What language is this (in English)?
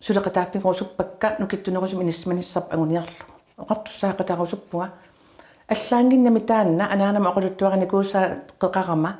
Kalaallisut